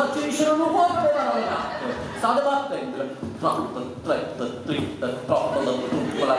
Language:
Neapolitan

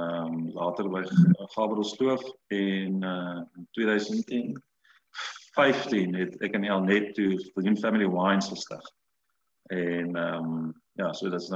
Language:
Afrikaans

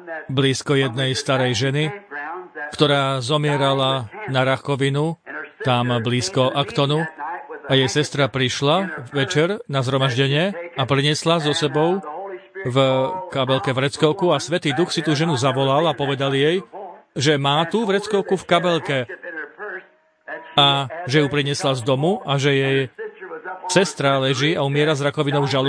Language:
Slovak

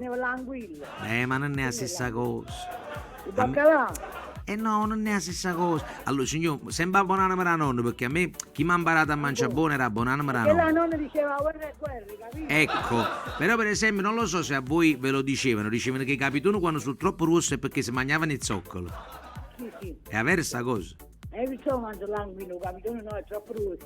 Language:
Neapolitan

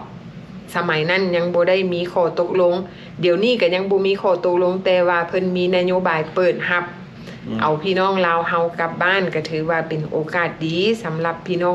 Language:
Lao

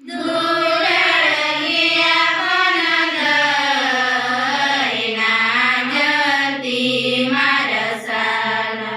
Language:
Santali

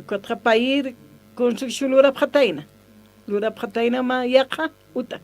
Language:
Aymara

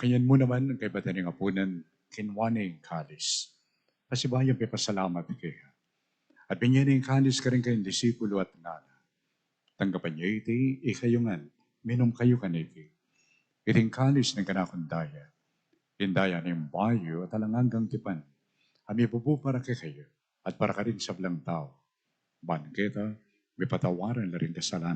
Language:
Pampanga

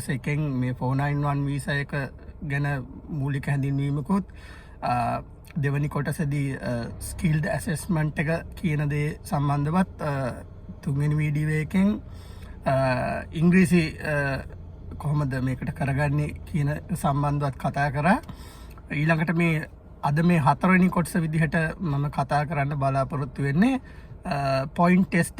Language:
Sinhala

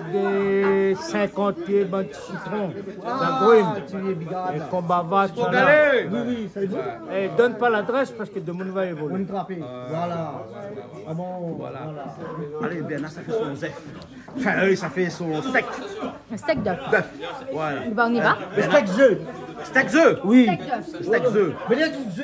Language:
Réunion Creole French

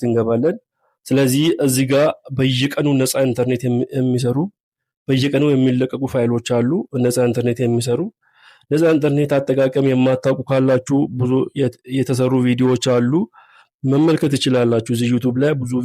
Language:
Amharic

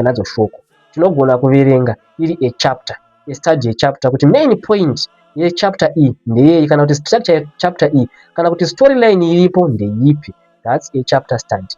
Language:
Shona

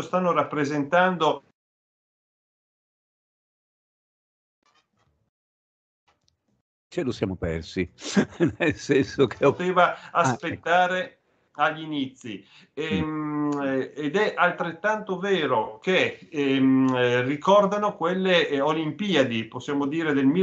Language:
Italian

